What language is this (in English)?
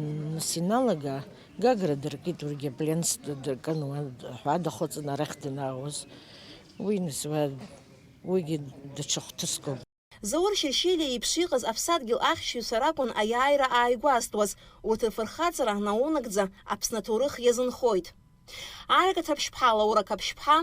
Abkhazian